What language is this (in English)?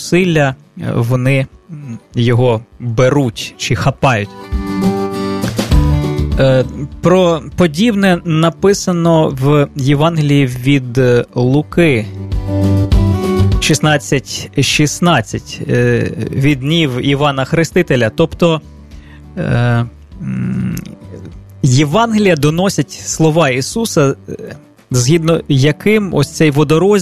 Ukrainian